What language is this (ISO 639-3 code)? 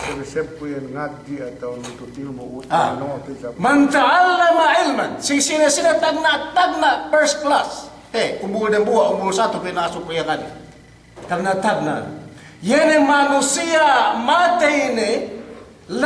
yka